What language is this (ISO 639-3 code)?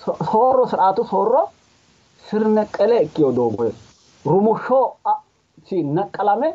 sid